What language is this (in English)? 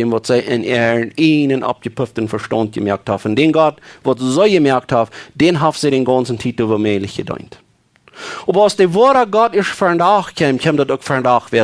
Plautdietsch